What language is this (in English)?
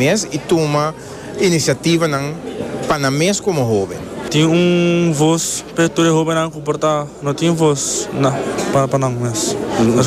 Papiamento